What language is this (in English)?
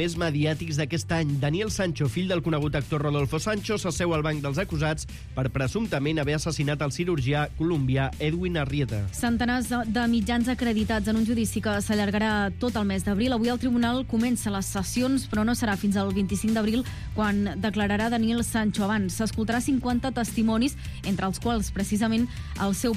Catalan